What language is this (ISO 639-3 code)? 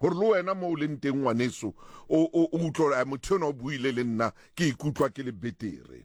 sot